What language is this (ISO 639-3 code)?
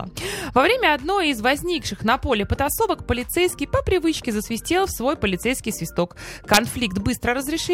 rus